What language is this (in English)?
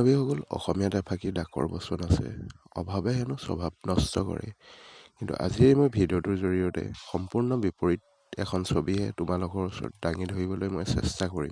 Assamese